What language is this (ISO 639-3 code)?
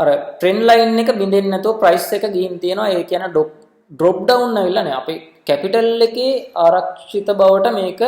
sin